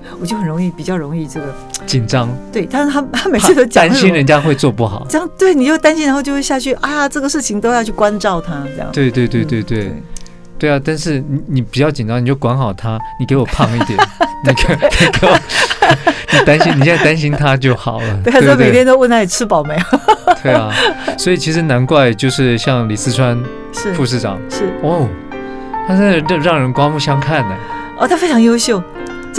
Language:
Chinese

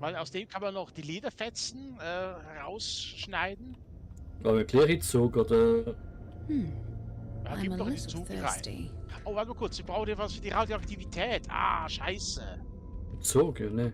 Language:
Swiss German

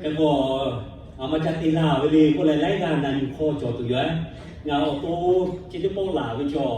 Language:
Lahu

